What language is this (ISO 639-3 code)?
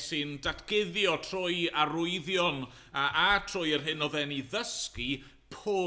cym